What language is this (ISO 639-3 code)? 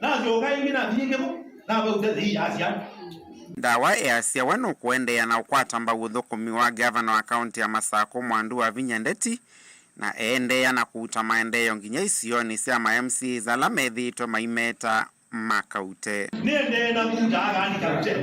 kam